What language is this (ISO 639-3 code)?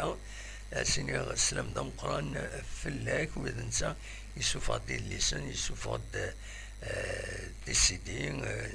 kab